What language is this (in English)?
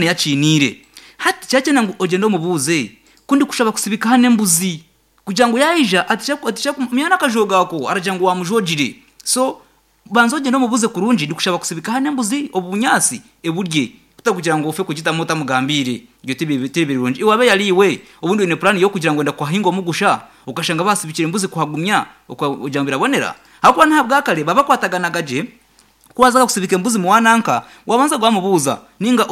Nyankole